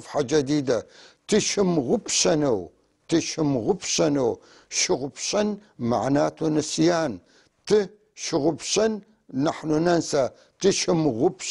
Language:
North Levantine Arabic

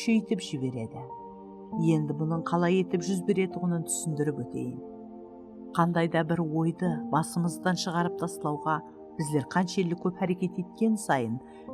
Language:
Kara-Kalpak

